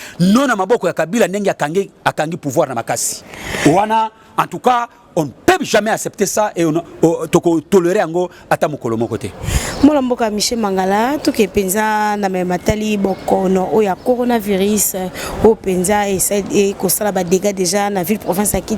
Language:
Lingala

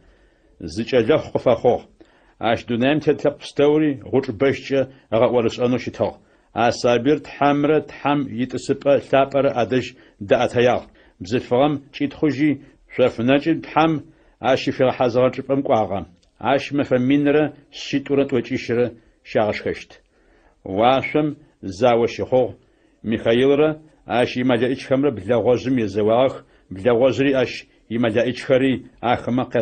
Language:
Adyghe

